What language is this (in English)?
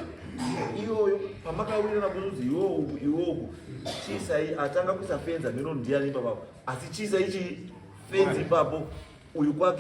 Shona